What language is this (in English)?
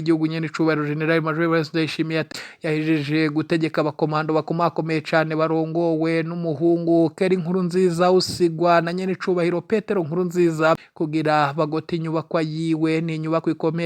Rundi